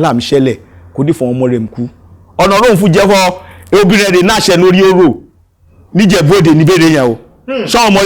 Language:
Yoruba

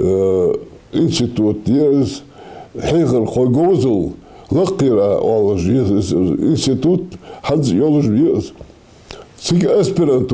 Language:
Ingush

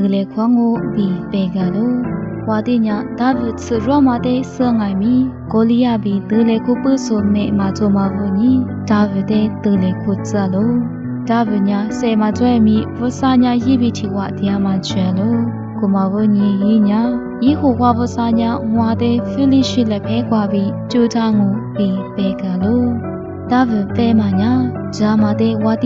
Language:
Lisu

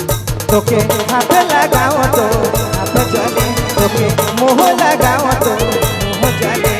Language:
Sadri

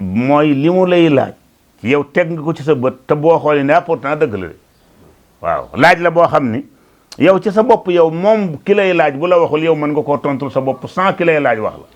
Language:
Wolof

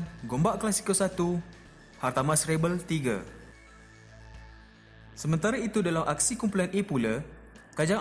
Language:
Malay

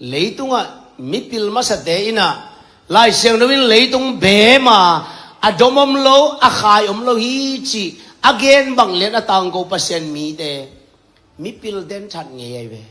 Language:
Tedim Chin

